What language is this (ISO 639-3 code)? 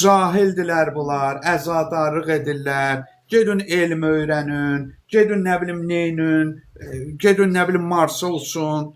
aze